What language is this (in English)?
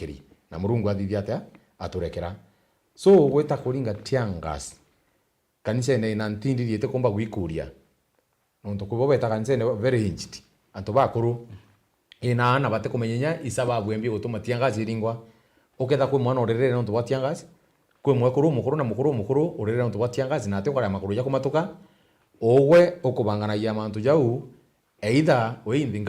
Meru